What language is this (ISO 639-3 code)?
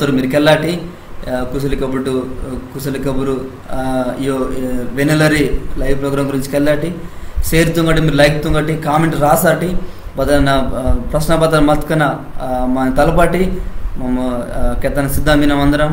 kff